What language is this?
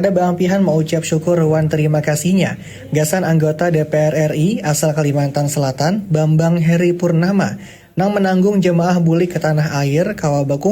Banjar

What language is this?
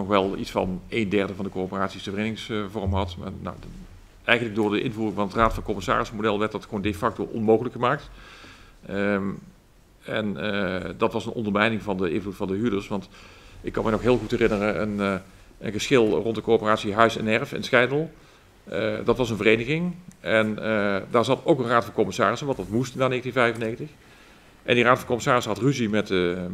Dutch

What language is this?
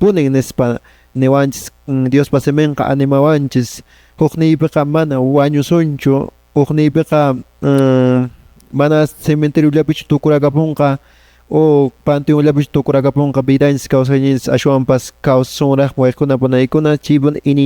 Quechua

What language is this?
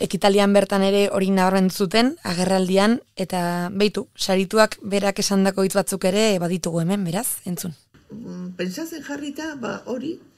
Basque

